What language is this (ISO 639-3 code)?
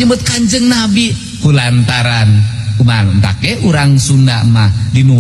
sun